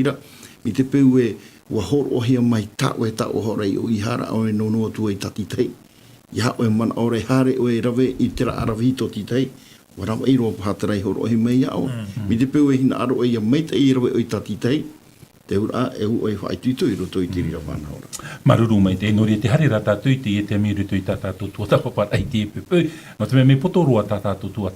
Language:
Tahitian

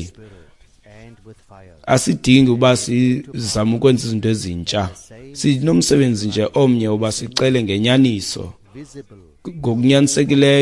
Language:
Xhosa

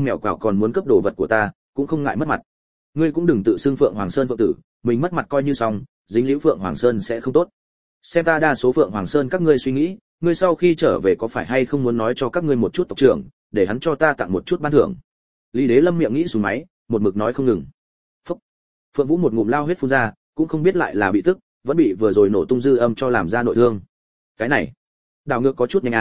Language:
Vietnamese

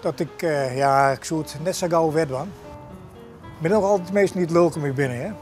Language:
Western Frisian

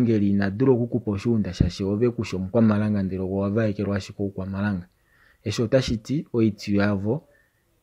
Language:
Kuanyama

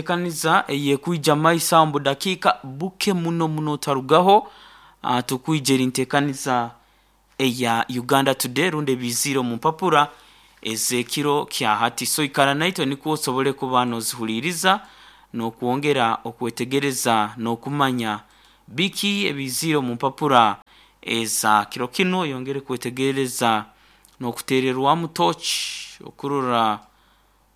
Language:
Nyoro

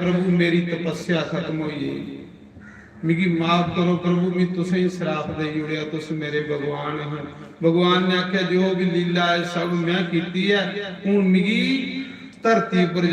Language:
Dogri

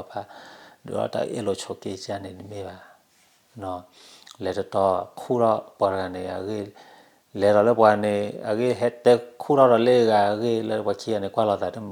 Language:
S'gaw Karen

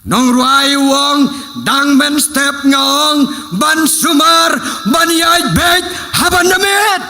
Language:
Khasi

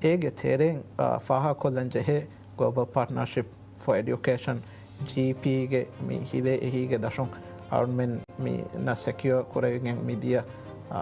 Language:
Divehi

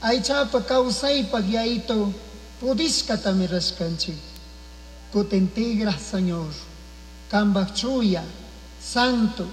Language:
Chimborazo Highland Quichua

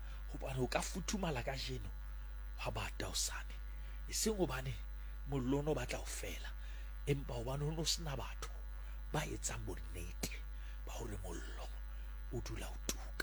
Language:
Southern Sotho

